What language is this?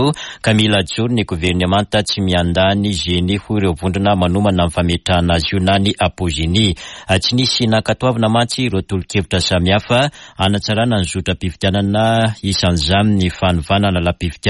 Malagasy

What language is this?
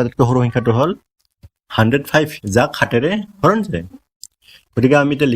Assamese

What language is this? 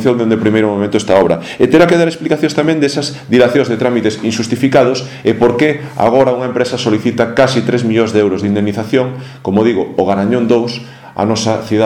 Galician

